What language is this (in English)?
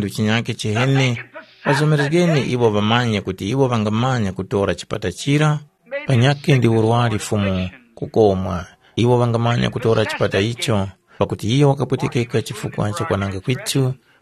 Tumbuka